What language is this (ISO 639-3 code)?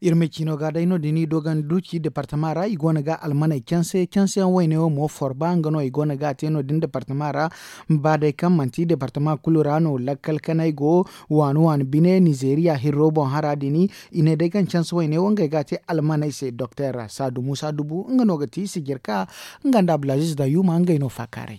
dje